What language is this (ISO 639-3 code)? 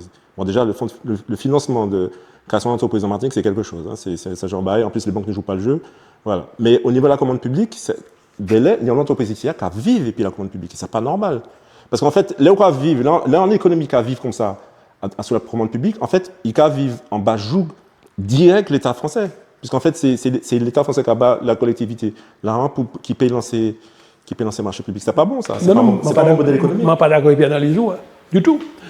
gcf